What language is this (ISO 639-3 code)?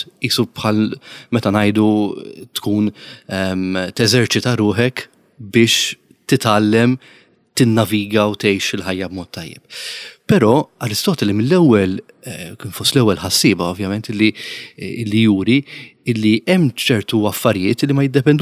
mlt